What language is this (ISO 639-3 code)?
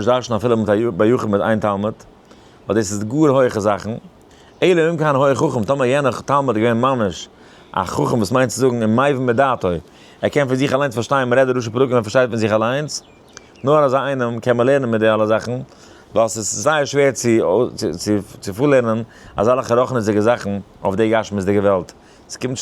yid